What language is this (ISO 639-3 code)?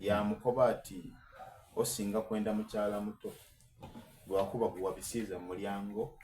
xog